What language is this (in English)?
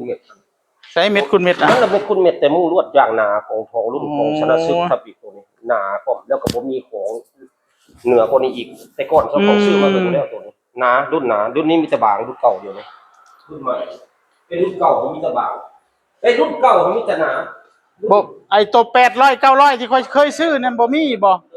Northeastern Thai